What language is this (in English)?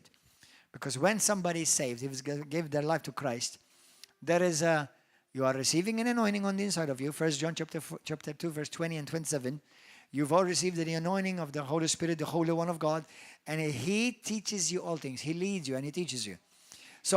English